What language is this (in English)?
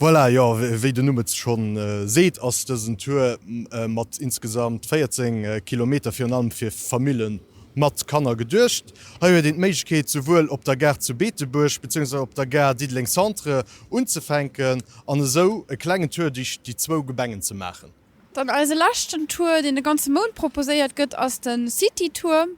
Luxembourgish